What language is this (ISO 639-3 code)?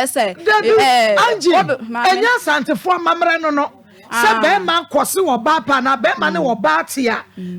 aka